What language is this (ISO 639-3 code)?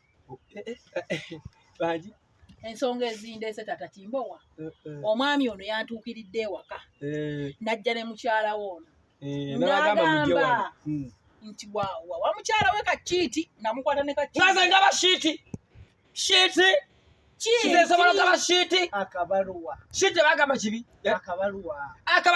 lug